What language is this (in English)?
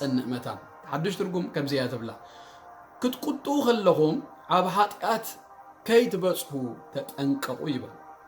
Tigrinya